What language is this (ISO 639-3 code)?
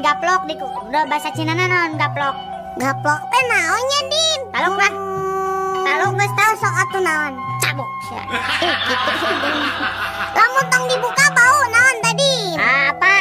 sun